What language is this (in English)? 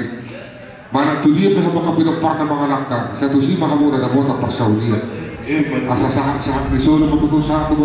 Batak Toba